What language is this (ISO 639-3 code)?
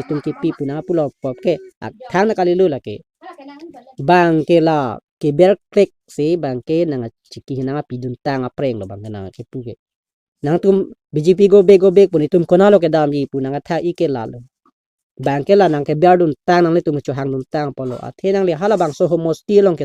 mjw